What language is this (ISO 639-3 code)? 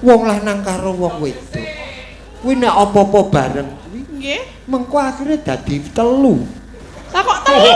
jav